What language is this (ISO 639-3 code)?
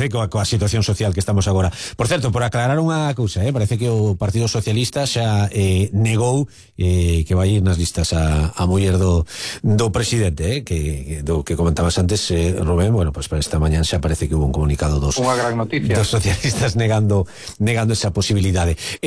glg